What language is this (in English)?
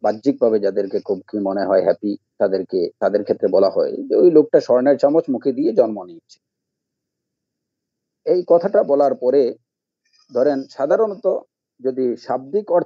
Bangla